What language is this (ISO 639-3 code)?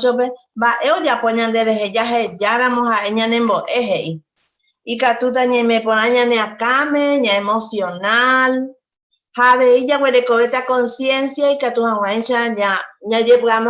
grn